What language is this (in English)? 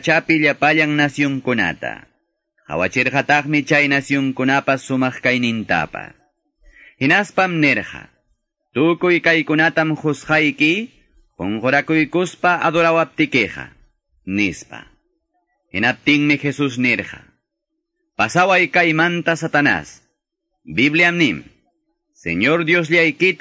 Quechua